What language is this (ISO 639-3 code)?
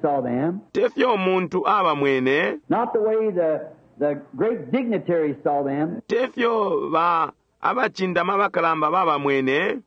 bem